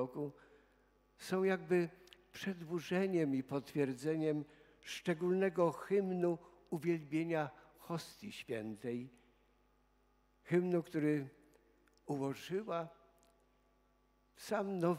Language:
Polish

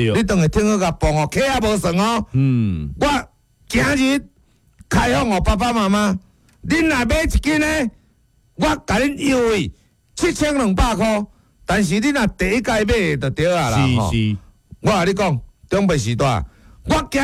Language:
Min Nan Chinese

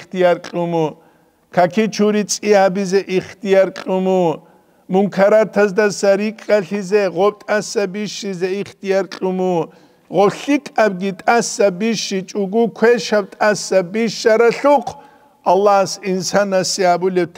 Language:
Avaric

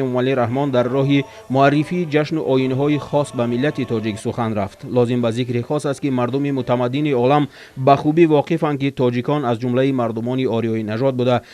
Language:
Tajik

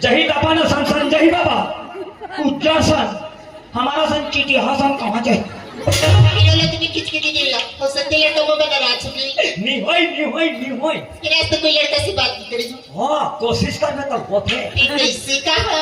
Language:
Chhattisgarhi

